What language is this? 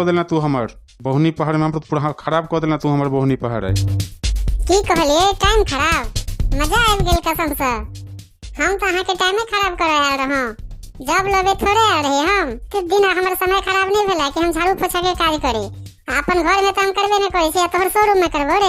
Maithili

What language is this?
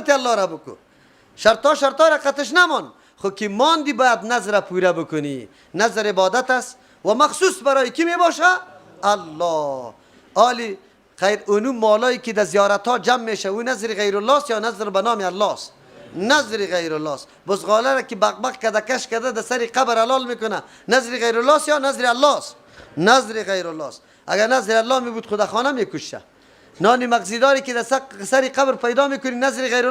Persian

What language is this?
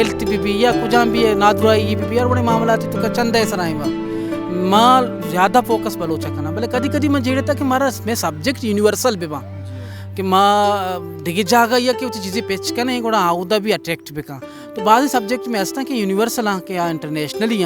Baluchi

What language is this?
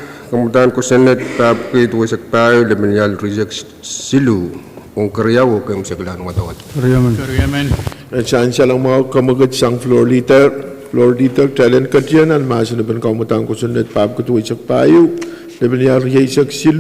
Pohnpeian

